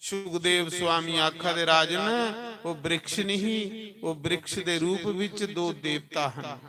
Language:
Dogri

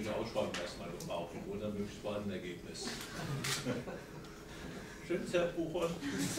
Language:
German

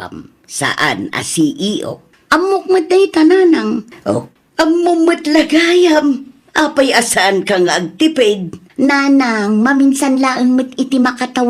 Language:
Iloko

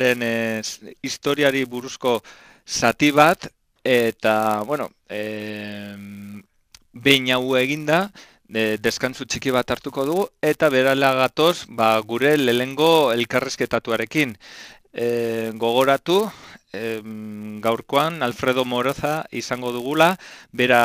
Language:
Basque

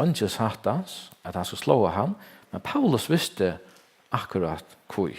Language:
Faroese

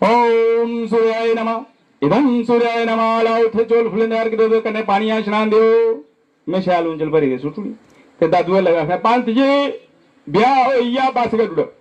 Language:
Dogri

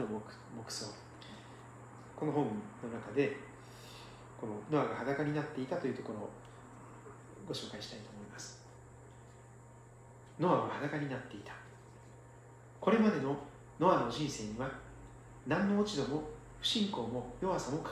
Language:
Japanese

